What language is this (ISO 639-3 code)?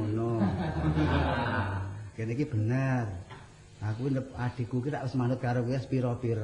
jav